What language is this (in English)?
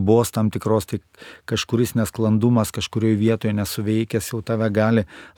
Lithuanian